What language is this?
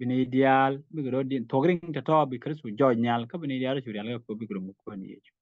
Nuer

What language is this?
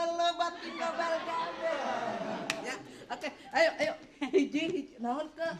Betawi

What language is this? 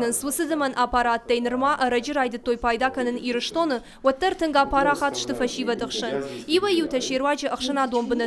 Ossetic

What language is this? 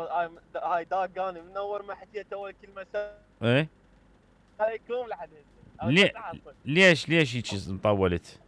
Mesopotamian Arabic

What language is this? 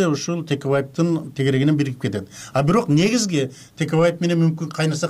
Kyrgyz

